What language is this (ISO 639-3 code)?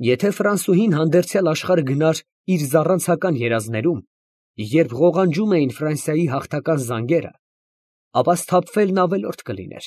hye